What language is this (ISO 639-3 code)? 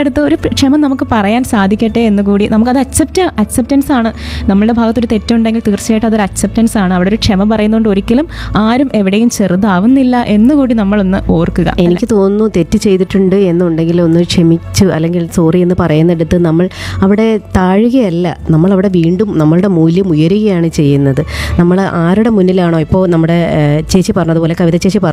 mal